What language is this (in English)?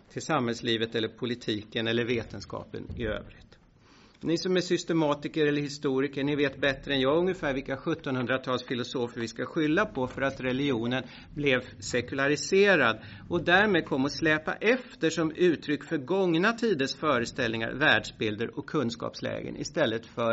Swedish